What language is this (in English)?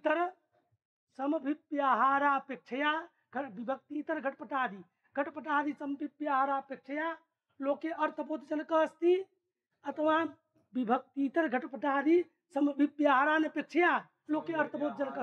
Sanskrit